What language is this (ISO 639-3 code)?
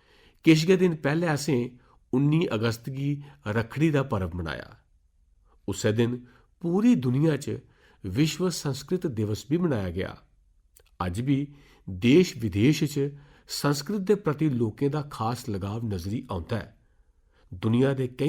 doi